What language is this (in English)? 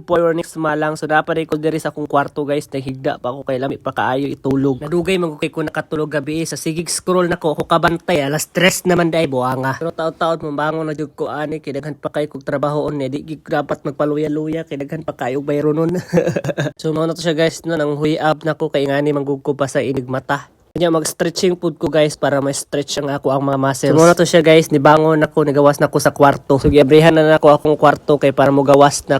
Cebuano